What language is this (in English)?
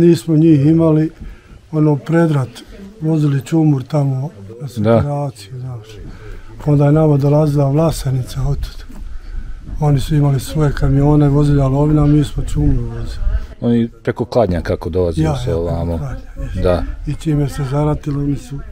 Bosnian